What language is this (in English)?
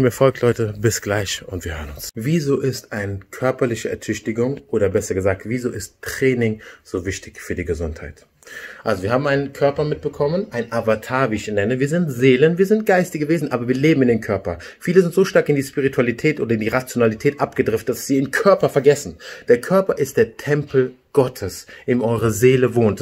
German